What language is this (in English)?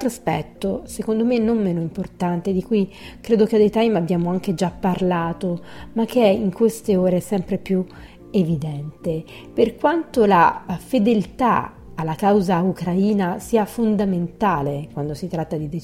Italian